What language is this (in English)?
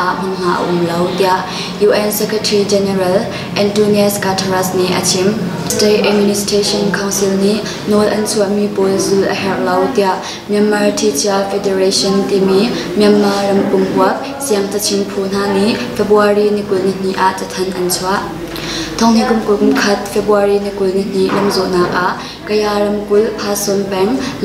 Hakha Chin